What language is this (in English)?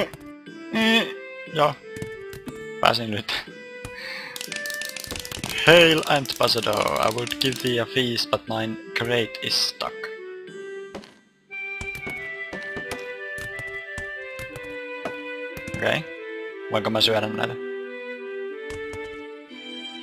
Finnish